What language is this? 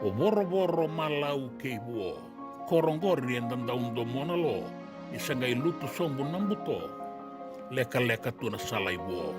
Fijian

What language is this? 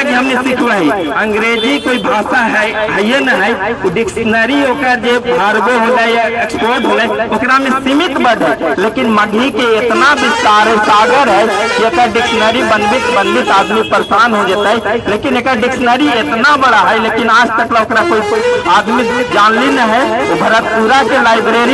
Magahi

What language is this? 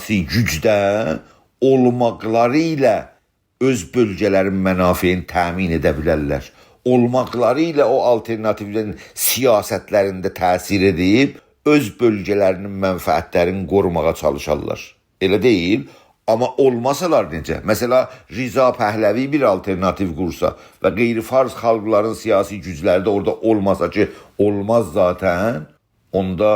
South Azerbaijani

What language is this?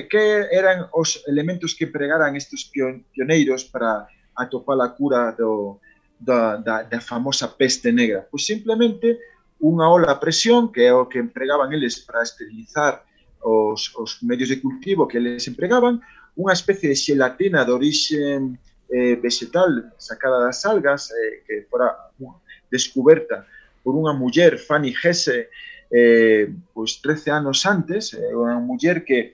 Galician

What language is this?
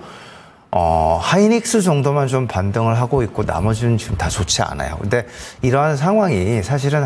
Korean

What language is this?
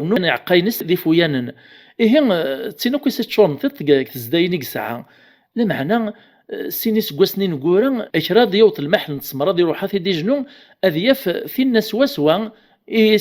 Kabyle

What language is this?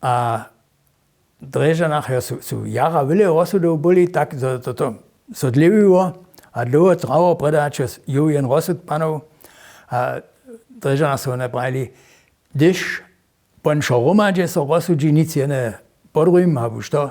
Upper Sorbian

